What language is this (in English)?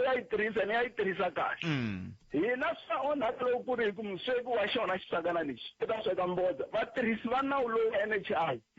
Tsonga